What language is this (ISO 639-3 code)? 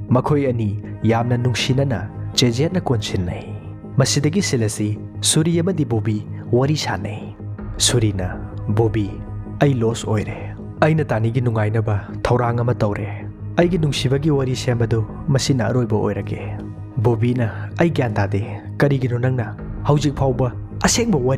mni